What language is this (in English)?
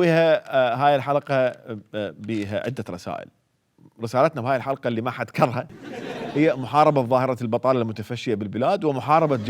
Mesopotamian Arabic